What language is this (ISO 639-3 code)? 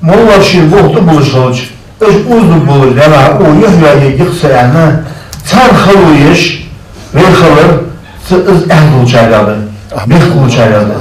inh